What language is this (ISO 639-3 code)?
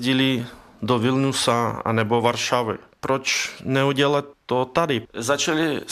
ces